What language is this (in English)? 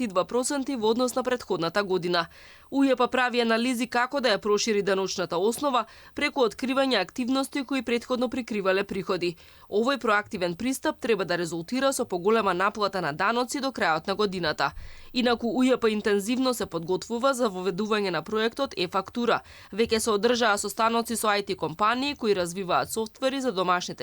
Macedonian